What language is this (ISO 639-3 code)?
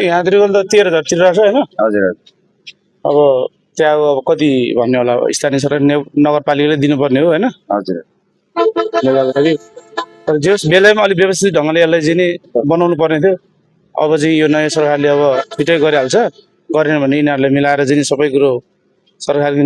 nep